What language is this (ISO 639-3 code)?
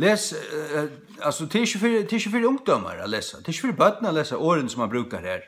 fao